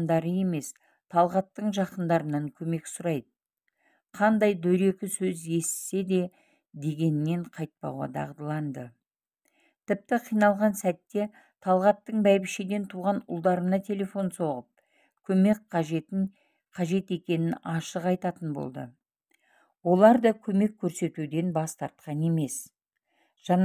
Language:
Kazakh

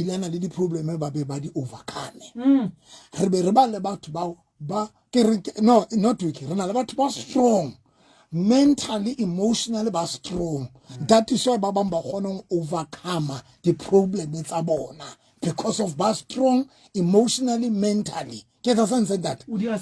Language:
Southern Sotho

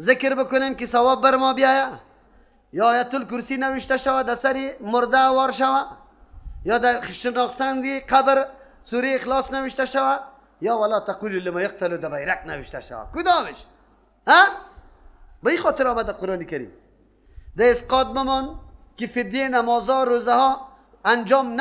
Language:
Persian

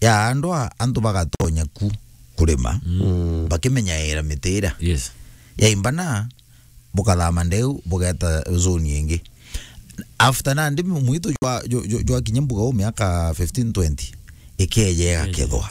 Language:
Meru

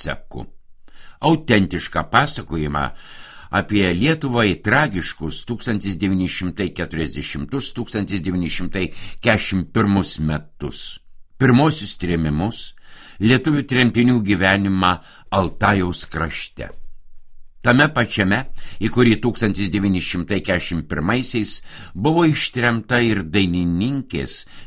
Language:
Lithuanian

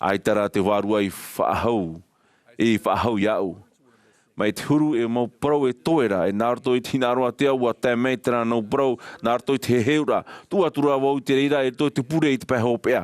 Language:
Tahitian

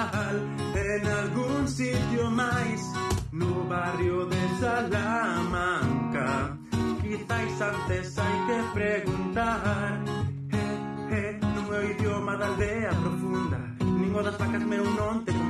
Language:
Galician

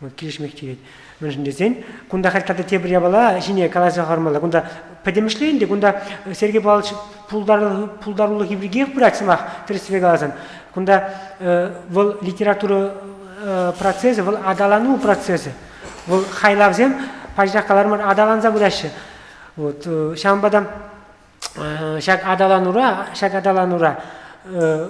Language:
Chuvash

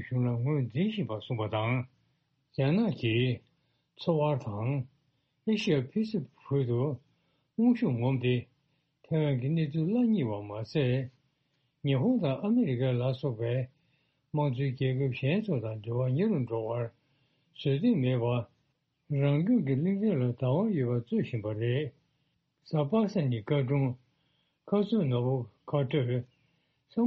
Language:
Tibetan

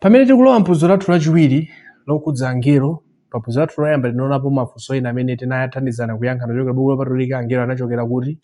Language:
Nyanja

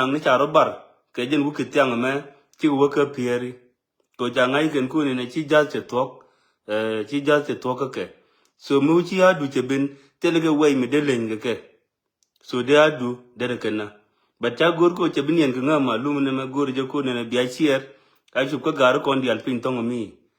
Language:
Nuer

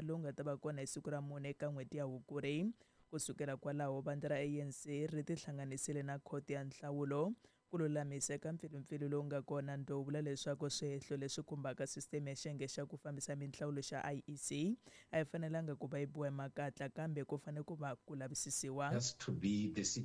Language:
Tsonga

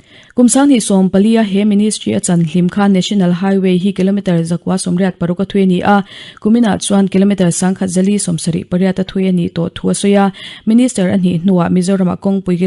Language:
Mizo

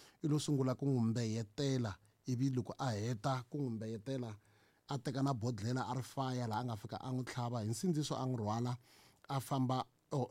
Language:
Tsonga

